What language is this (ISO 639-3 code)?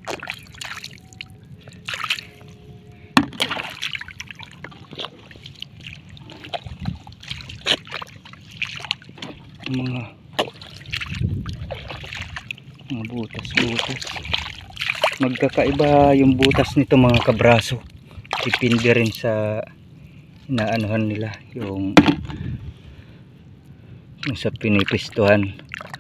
fil